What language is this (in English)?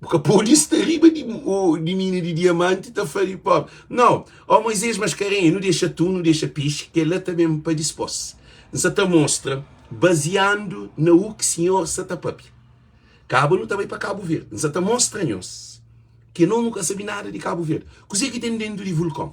Kabuverdianu